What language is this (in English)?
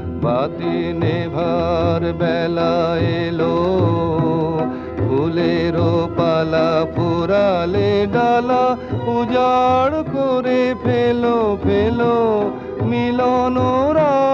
Bangla